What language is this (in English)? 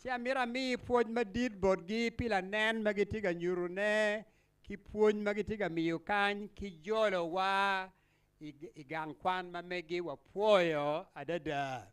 Acoli